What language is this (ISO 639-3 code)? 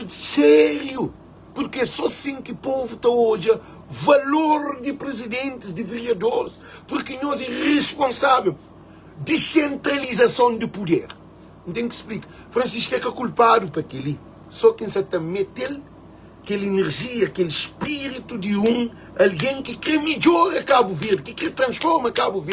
kea